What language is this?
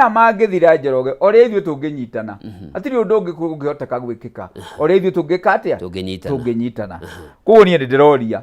Kikuyu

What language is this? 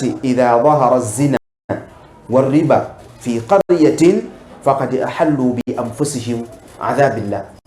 Ganda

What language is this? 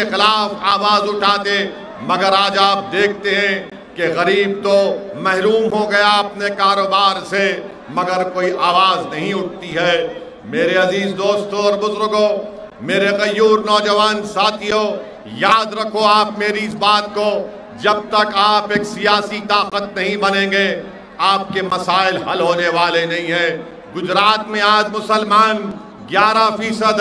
Urdu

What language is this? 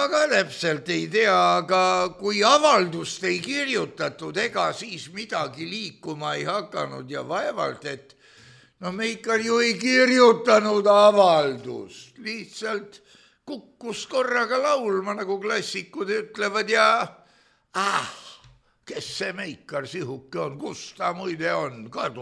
Estonian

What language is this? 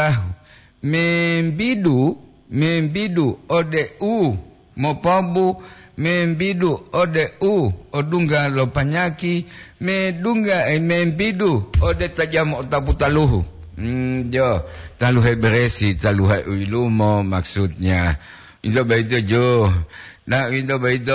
Gorontalo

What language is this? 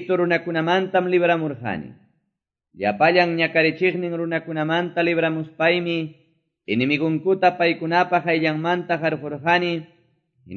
Quechua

